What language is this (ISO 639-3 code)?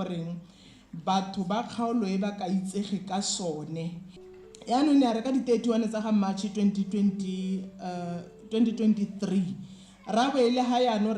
tsn